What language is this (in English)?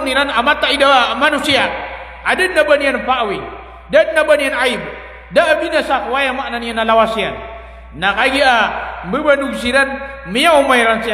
Maranao